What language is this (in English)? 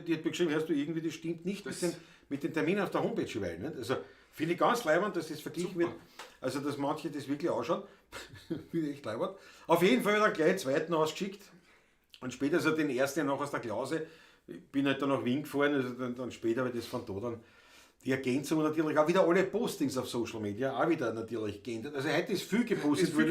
Bavarian